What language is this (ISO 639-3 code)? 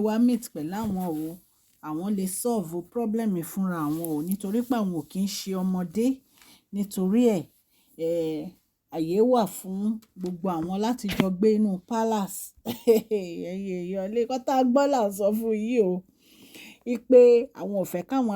yor